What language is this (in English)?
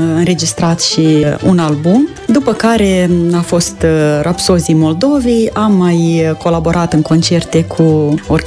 Romanian